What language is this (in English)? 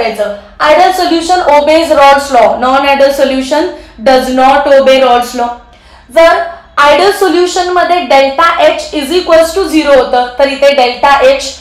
Marathi